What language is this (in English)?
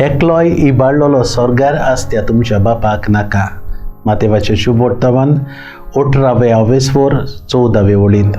Konkani